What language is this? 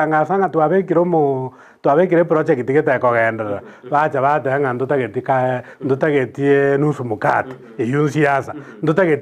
Gusii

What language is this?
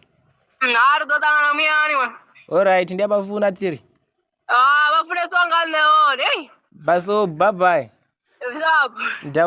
Venda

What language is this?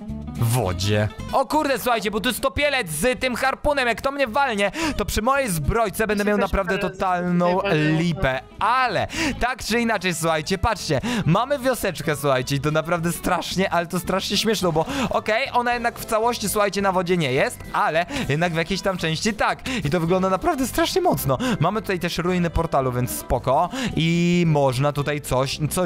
Polish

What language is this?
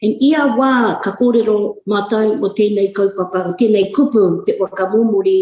Māori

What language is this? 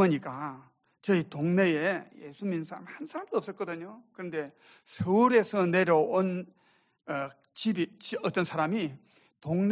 Korean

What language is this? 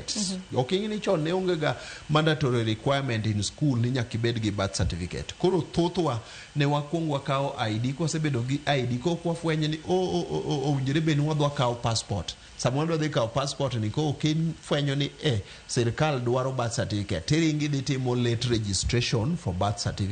Luo (Kenya and Tanzania)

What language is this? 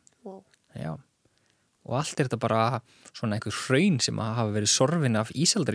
Icelandic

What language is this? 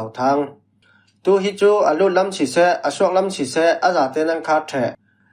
Falam Chin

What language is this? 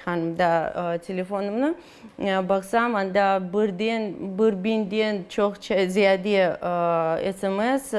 Crimean Tatar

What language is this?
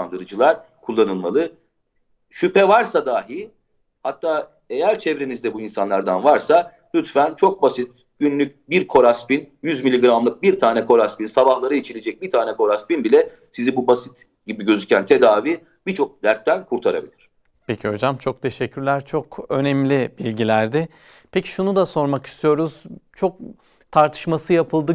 Turkish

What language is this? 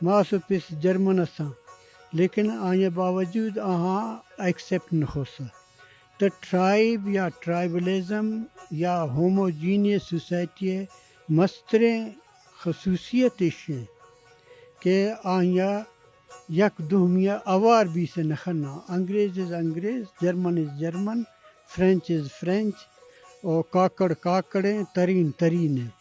Eastern Balochi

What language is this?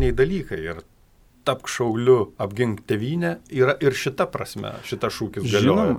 Lithuanian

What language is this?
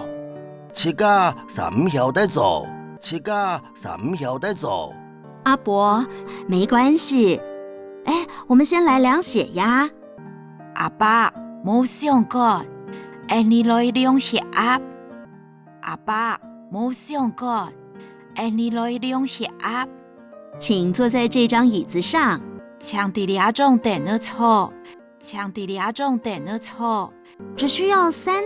Hakka Chinese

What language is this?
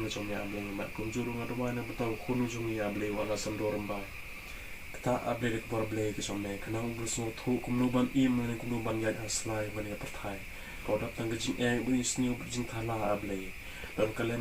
Khasi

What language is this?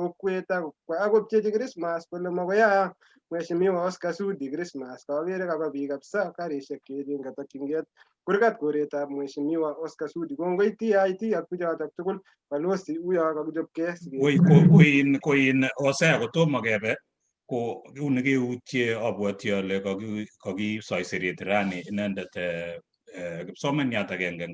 Kalenjin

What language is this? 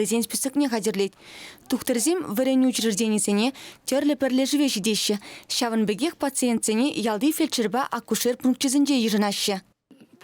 Chuvash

